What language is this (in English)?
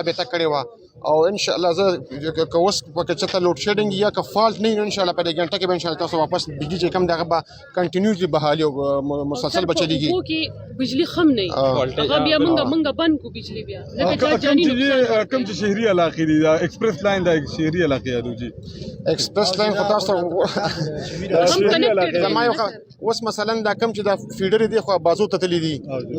Pashto